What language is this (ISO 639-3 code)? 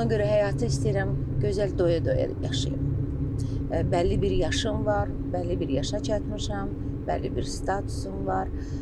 aze